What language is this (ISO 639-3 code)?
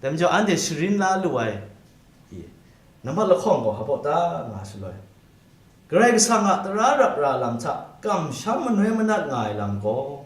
kac